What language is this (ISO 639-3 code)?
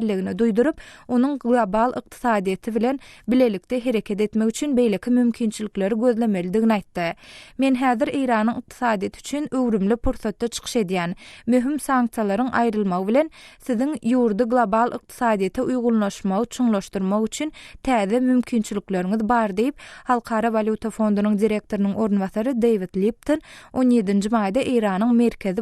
tuk